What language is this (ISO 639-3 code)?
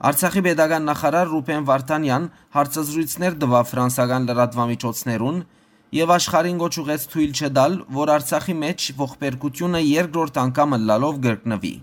hyw